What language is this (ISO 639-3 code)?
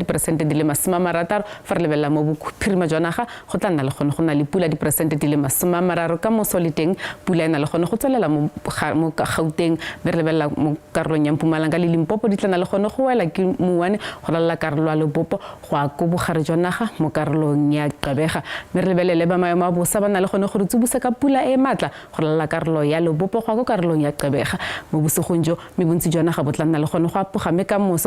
tsn